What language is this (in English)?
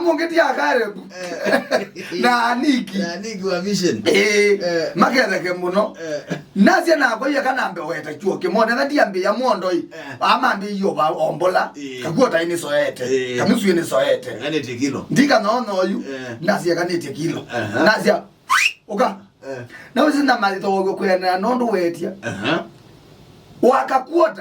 Kamba